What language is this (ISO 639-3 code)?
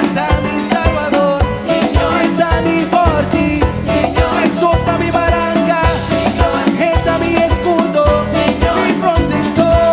pap